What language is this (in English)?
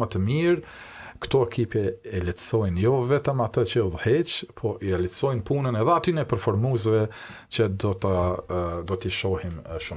Albanian